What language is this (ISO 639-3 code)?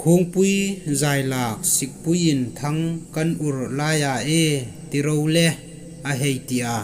hmr